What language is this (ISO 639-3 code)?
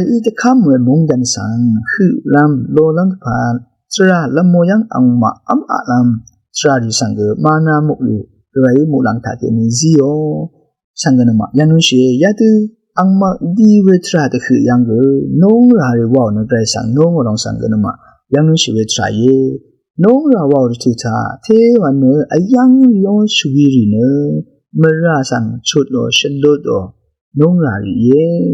raw